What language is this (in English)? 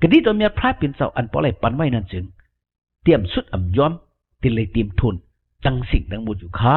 Shan